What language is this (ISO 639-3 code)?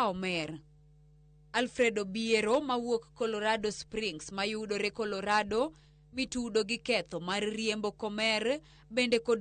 luo